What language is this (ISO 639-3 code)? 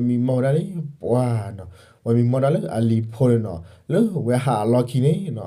ksw